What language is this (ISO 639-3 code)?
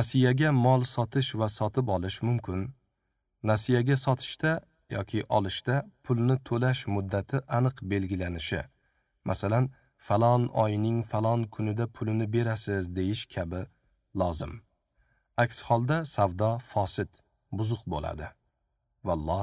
uzb